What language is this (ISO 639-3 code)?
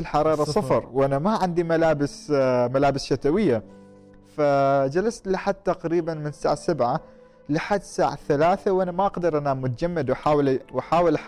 afb